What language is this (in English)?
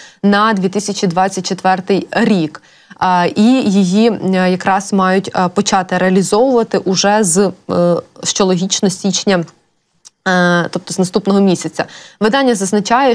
Ukrainian